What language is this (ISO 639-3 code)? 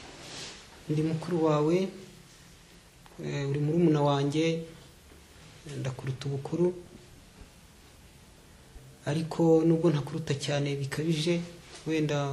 kin